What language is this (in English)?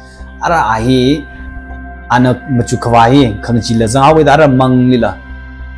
Tangkhul Naga (India)